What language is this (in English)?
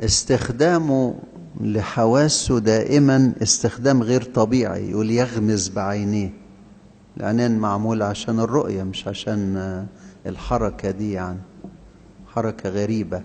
Egyptian Arabic